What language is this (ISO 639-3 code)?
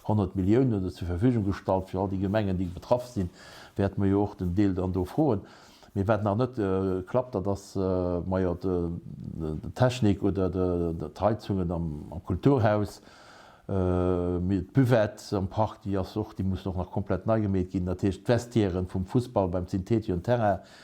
ltz